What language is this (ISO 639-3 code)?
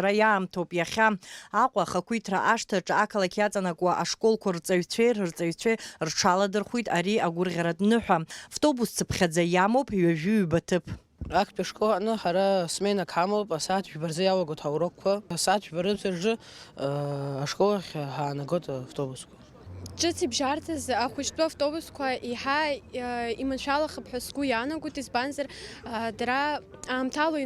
abk